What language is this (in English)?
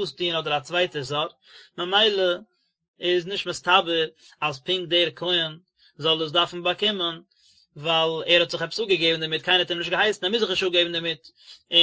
Yiddish